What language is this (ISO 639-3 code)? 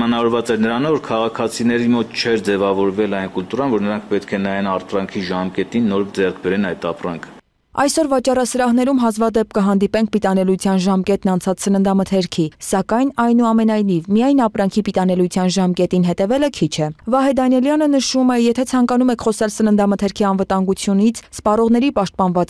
hye